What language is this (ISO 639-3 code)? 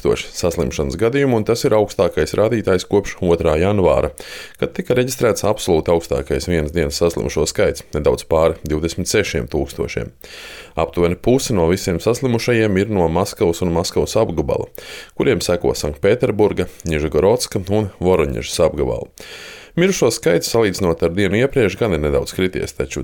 lav